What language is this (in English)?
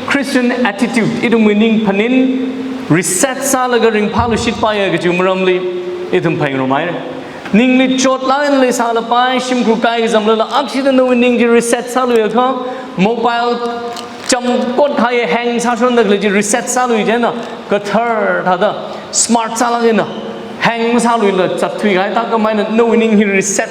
Tangkhul Naga (India)